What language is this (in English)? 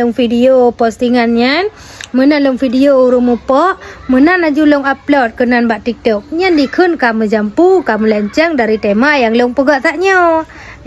Achinese